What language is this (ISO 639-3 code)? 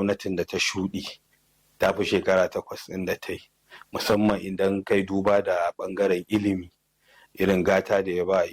hau